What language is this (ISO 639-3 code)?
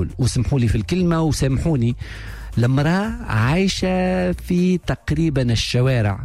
aeb